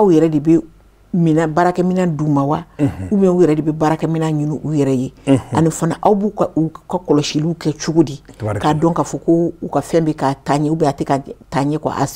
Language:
Bambara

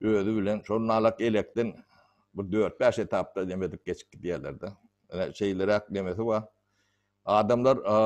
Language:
Turkmen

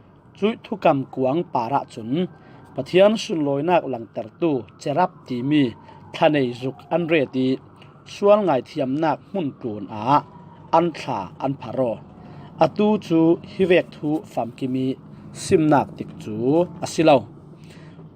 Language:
Falam Chin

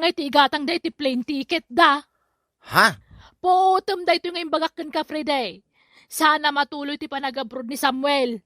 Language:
Iloko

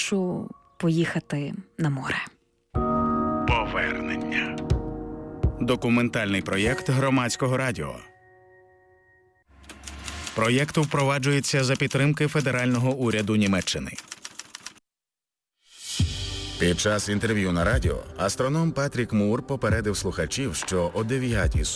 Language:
Ukrainian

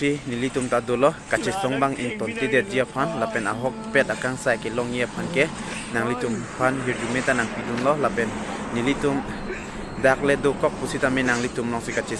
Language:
Karbi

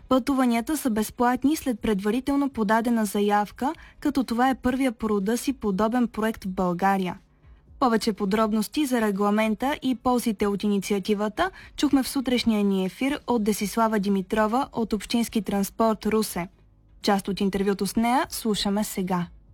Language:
Bulgarian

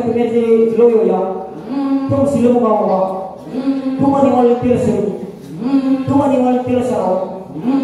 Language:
Nias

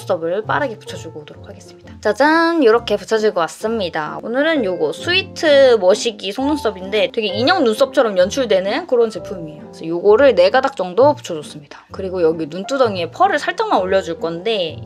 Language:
Korean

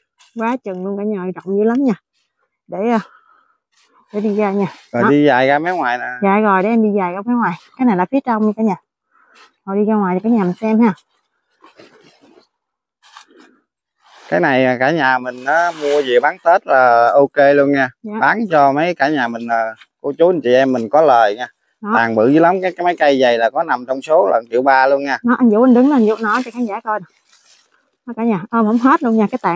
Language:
Vietnamese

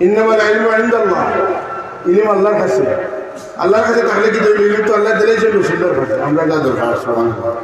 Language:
Sylheti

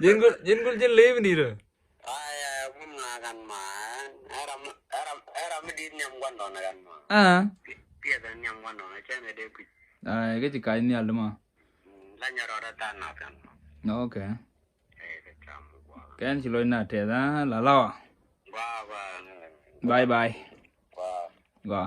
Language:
Nuer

